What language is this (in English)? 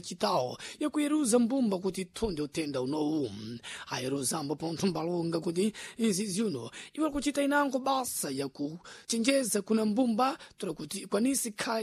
Sena